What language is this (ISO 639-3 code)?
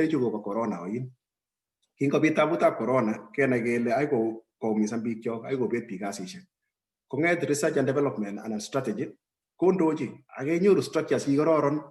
kln